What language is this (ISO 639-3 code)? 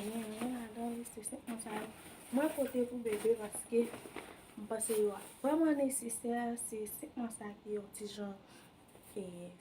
hat